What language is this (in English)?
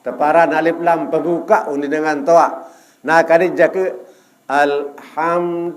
Sasak